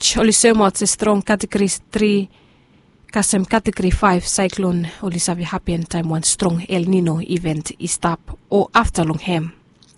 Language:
Bislama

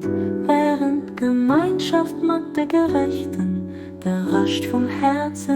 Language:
Luxembourgish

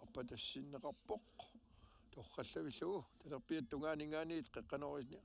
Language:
Kalaallisut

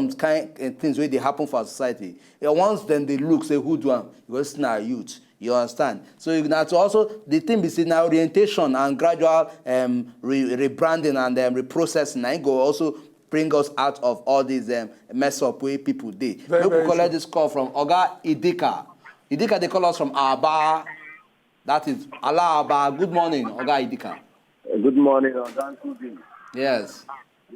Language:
Nigerian Pidgin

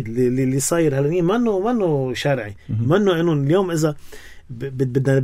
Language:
North Levantine Arabic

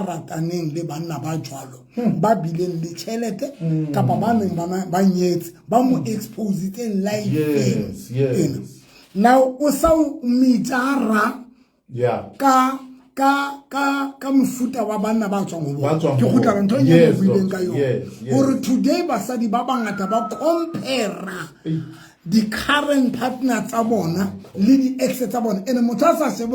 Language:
Southern Sotho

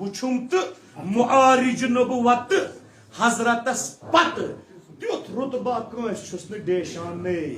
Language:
Kashmiri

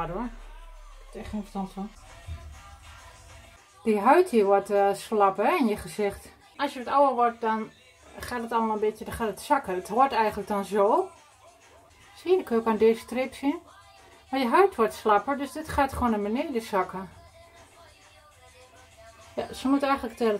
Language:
Dutch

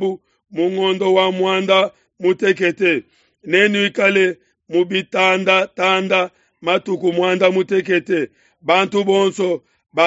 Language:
Luba-Lulua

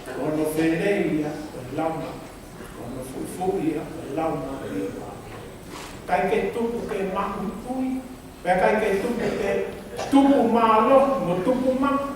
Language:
Tongan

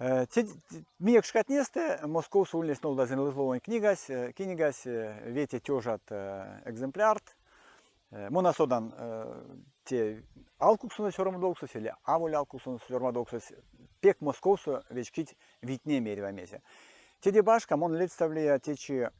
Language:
Erzya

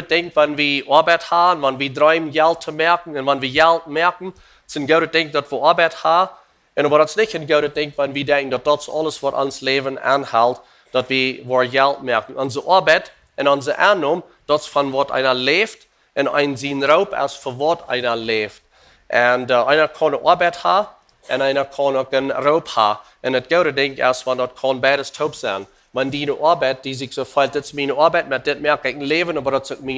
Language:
Plautdietsch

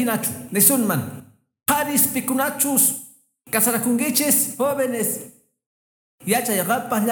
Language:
Quechua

